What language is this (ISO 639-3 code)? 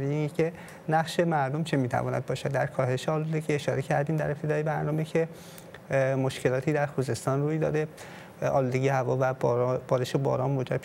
fas